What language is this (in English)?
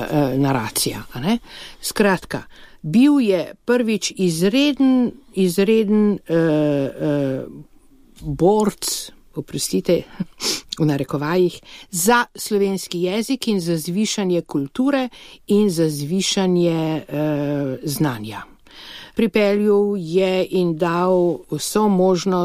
Slovenian